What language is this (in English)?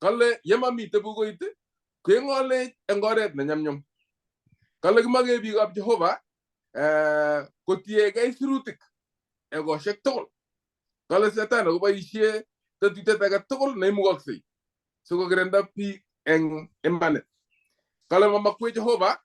Kalenjin